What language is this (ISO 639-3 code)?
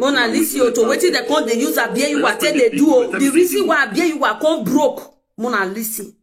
pcm